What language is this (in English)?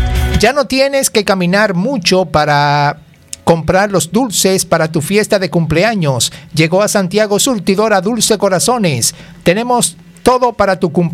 Spanish